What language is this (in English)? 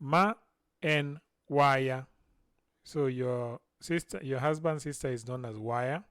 Luo (Kenya and Tanzania)